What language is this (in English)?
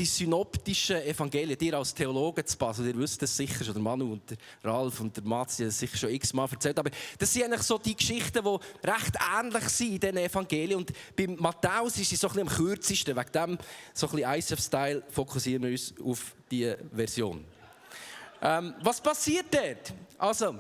Swiss German